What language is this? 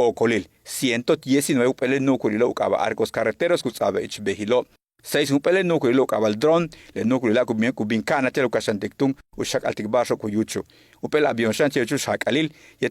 Yucateco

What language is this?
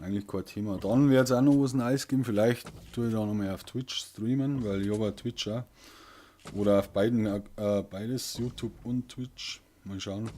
Bavarian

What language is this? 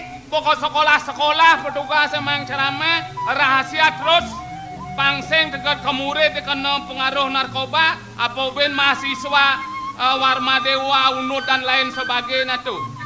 Balinese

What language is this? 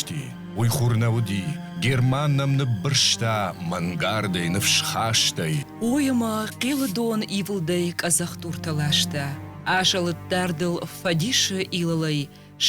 Ossetic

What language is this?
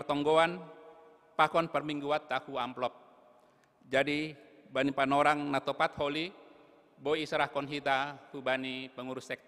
Batak Simalungun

